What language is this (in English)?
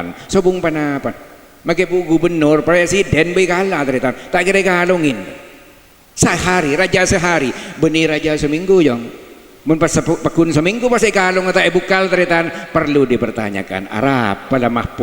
Madurese